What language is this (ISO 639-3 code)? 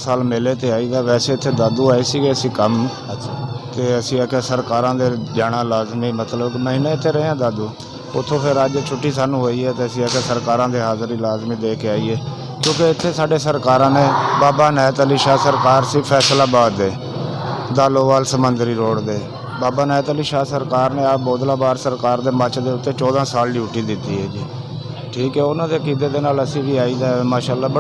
skr